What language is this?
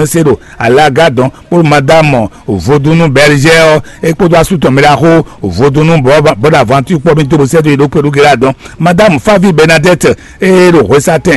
Fon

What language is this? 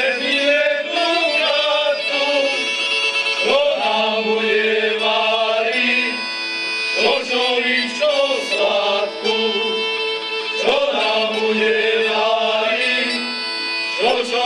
Slovak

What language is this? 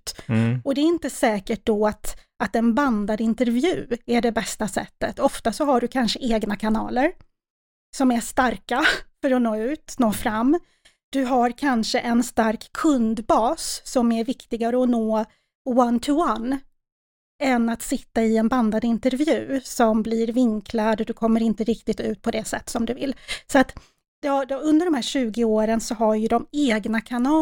Swedish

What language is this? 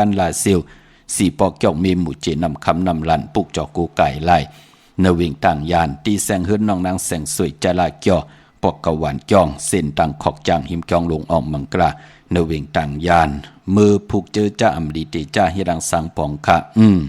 Shan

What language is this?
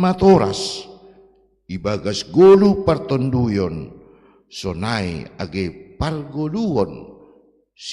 Batak Simalungun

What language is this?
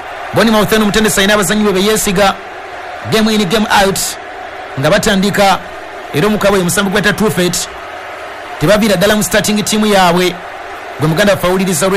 Ganda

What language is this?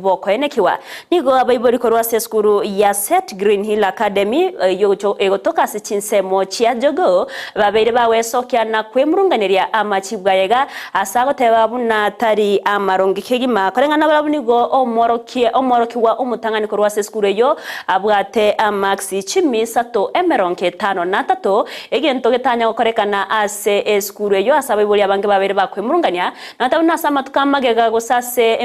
Gusii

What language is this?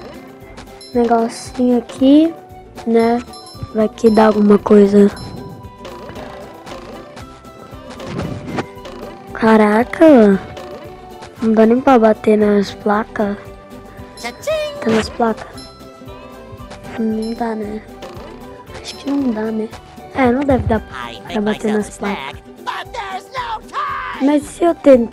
Portuguese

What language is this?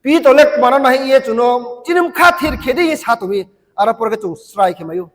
Riang (India)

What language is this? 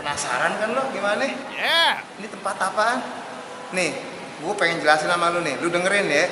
Betawi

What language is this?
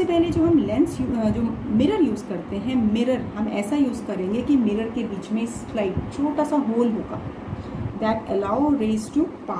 Hindi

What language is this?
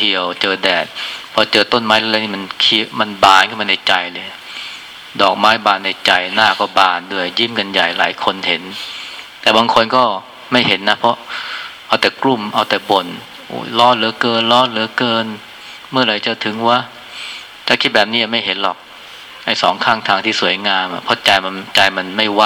Thai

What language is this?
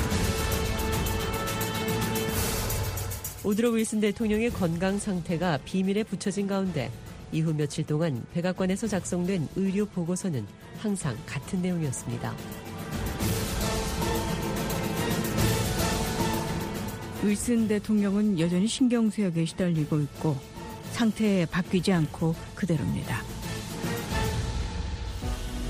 Korean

